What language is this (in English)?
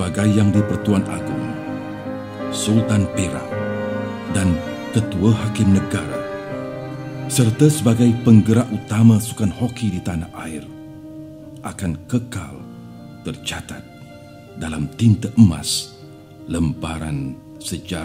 Malay